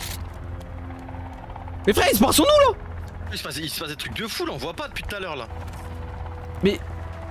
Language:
French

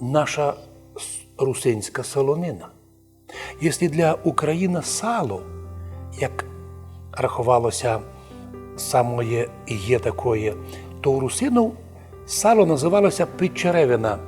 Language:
Rusyn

